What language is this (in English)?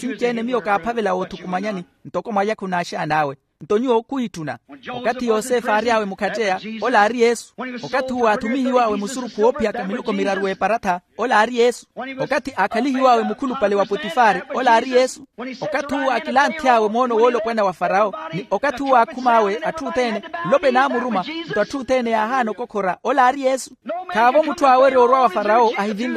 Makhuwa